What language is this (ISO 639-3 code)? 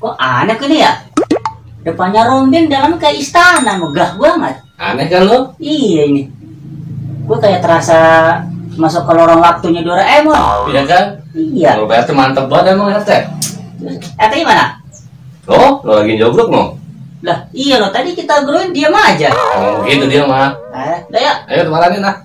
bew